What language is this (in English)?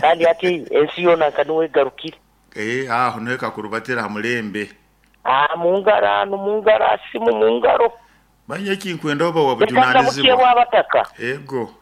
Nyoro